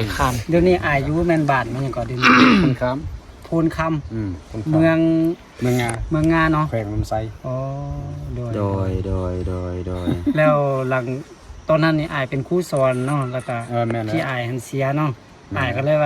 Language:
Lao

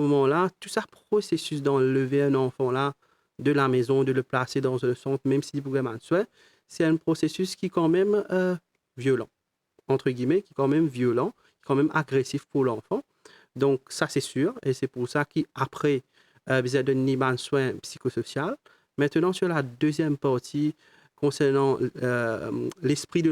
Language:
Morisyen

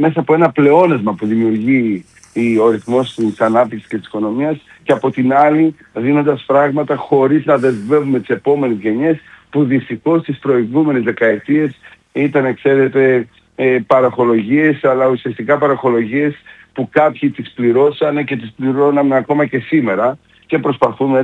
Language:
Greek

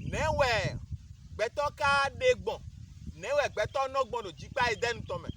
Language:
Fon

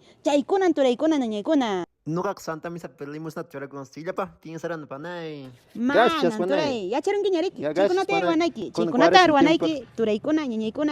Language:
Quechua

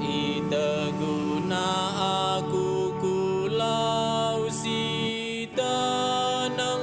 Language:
Batak Karo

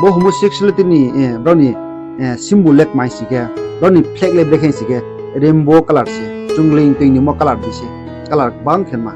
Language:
Riang (India)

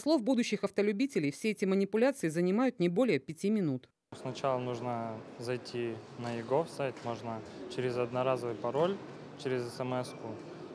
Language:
Russian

